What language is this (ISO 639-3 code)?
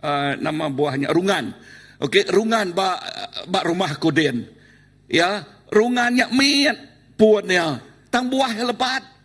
iba